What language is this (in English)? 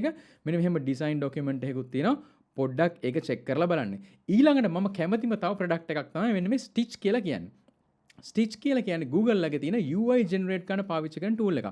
Sinhala